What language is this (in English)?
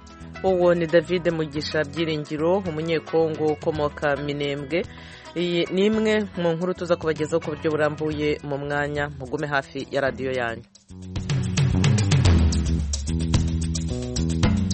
Kinyarwanda